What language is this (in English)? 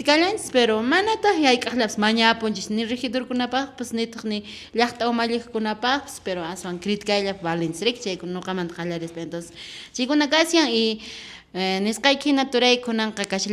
Quechua